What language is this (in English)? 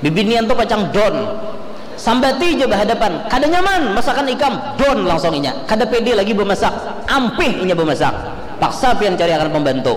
Banjar